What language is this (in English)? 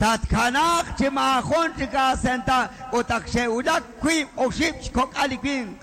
Kekchí